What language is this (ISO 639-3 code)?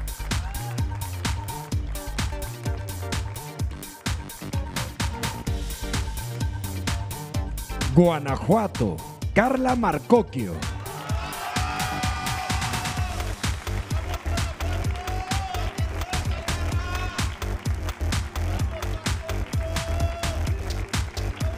spa